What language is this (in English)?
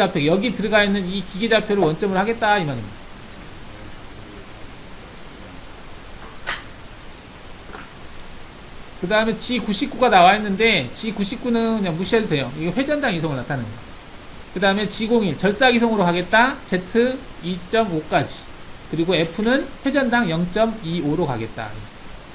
Korean